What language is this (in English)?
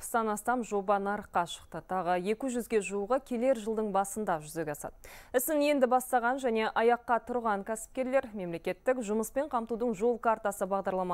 Kazakh